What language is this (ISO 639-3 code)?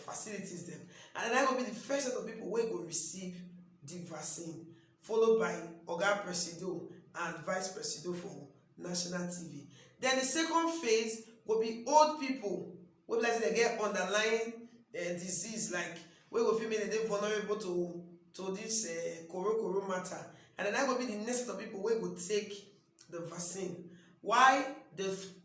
pcm